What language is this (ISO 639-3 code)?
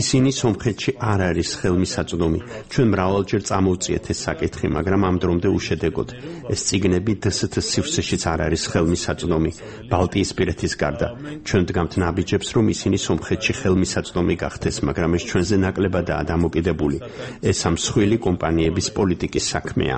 kat